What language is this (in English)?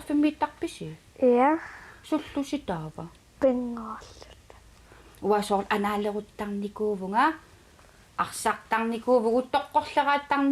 Kalaallisut